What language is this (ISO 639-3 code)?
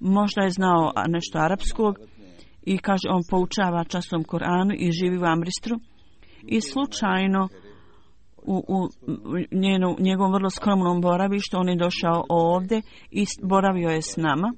hrv